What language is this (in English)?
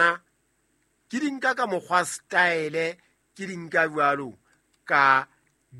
Southern Sotho